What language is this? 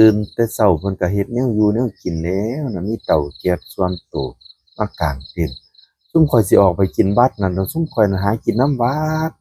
Northeastern Thai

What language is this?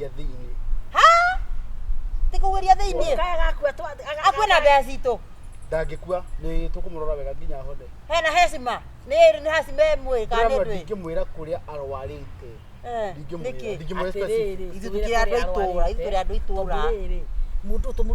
Kikuyu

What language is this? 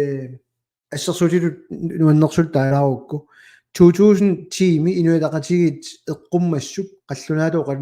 Kalaallisut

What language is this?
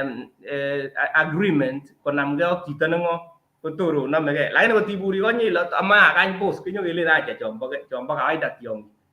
Kalenjin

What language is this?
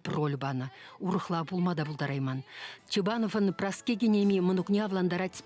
Chuvash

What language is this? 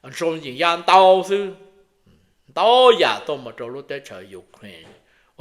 Hmong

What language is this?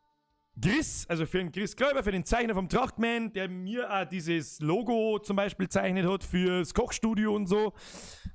Bavarian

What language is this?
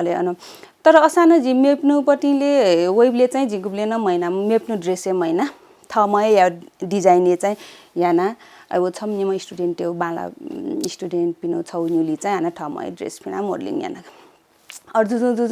Newari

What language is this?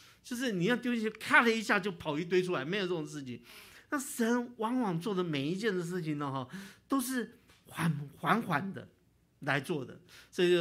Chinese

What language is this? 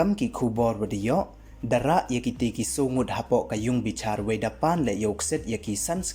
Pnar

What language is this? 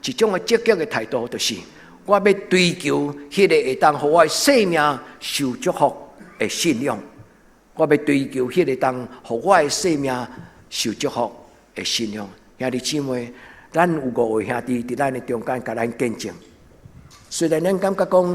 Min Nan Chinese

